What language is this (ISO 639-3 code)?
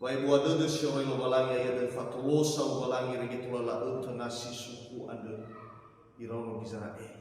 nia